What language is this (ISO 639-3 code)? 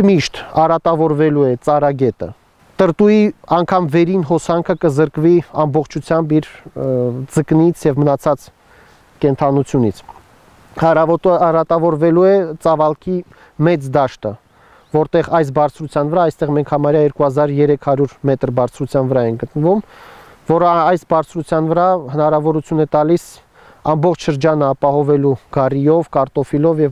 hye